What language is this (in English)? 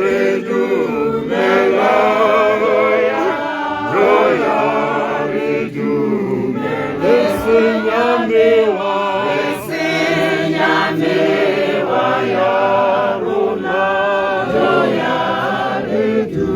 Tswana